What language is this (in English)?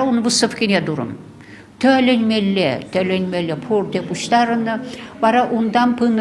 Chuvash